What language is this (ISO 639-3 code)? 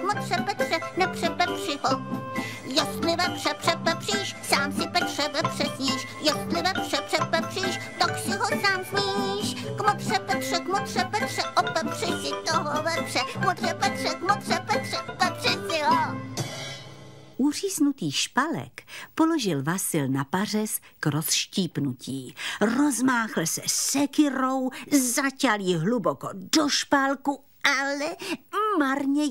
ces